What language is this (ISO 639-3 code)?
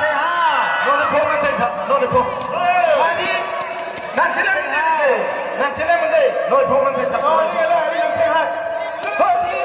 mjw